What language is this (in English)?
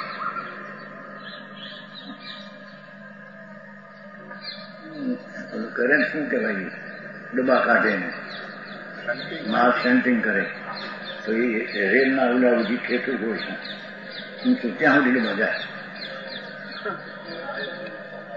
Gujarati